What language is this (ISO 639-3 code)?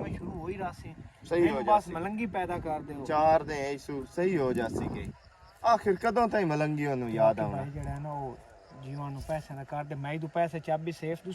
lah